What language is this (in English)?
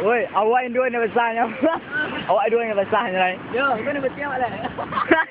Minangkabau